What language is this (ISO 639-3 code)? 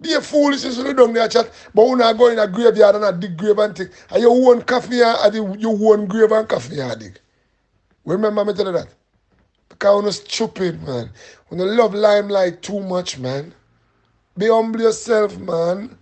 jam